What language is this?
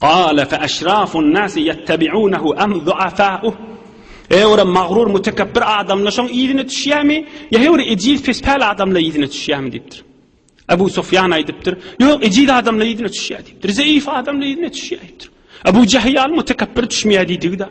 Turkmen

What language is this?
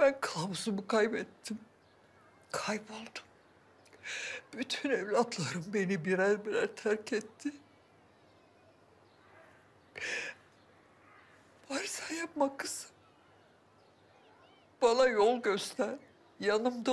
Turkish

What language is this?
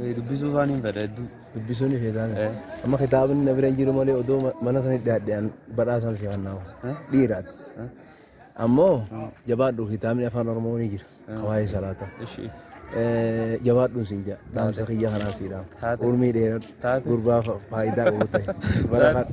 Oromo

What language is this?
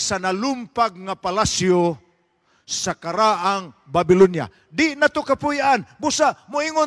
Cebuano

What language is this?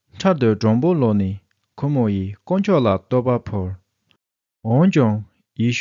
Tibetan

